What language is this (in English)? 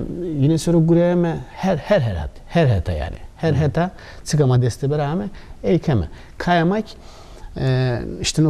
Zaza